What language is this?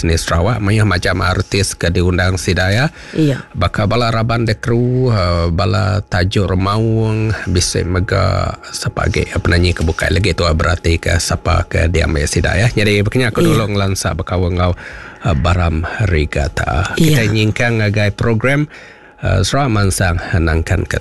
Iban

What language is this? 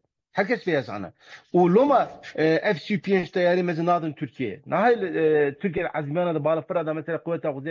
Kurdish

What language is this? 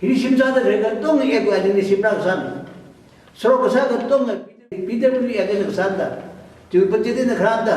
Tangkhul Naga (India)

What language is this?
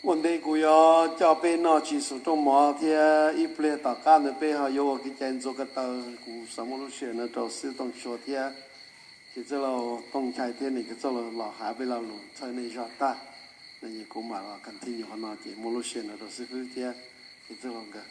Hmong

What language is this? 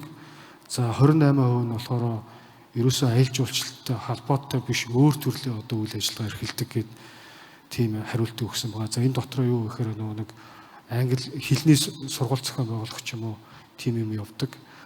Mongolian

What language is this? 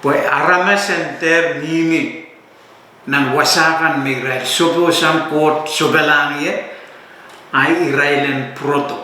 Pohnpeian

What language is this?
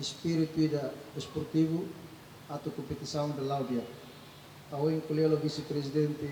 Tetum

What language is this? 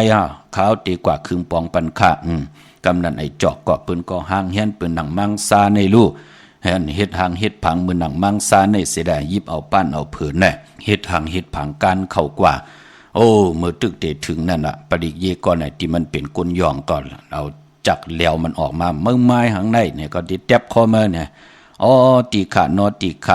Shan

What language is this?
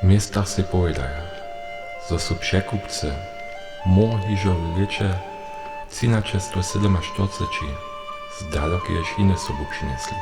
Upper Sorbian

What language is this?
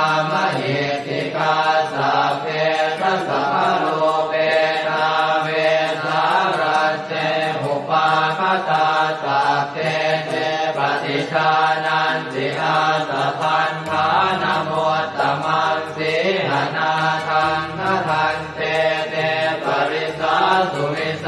Pali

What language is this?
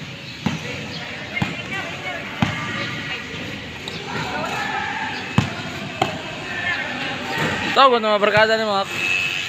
Malay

